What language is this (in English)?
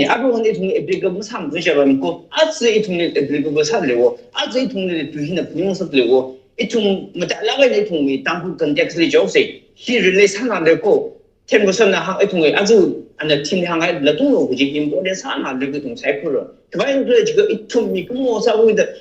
Tangkhul Naga (India)